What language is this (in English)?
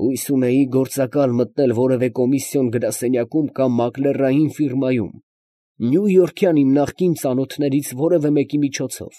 Armenian